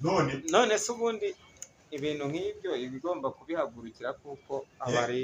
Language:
Kinyarwanda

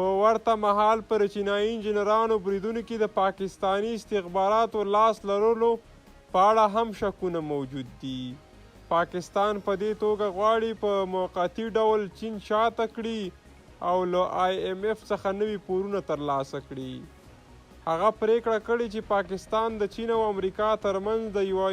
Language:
Pashto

